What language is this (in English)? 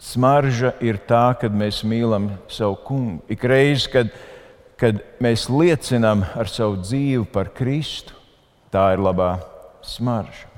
Latvian